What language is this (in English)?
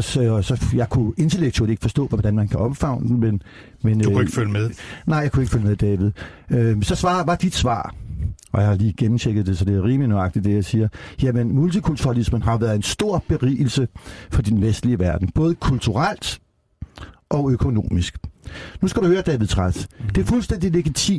Danish